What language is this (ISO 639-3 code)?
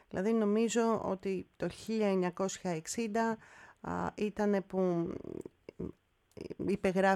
ell